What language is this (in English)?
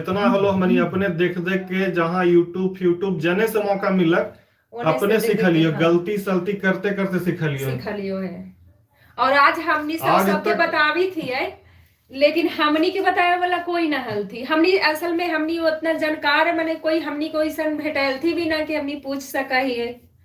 Magahi